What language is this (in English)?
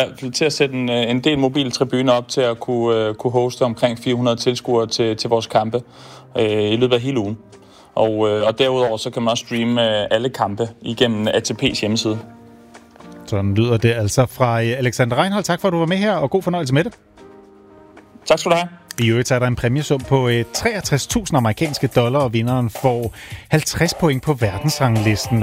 Danish